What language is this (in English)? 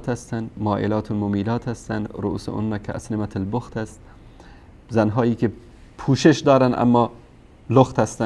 Persian